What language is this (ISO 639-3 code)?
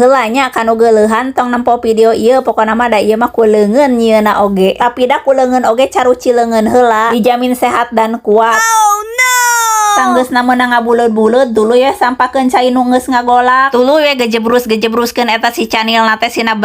sun